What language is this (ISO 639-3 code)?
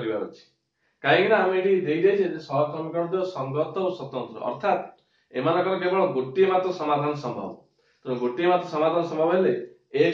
ori